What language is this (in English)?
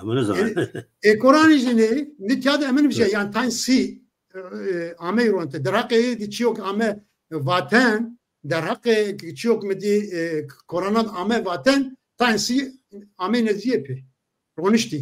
Zaza